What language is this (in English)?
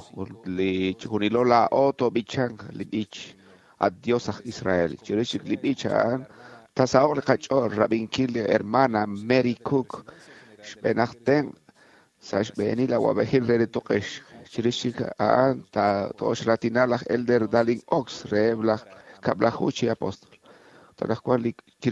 Kekchí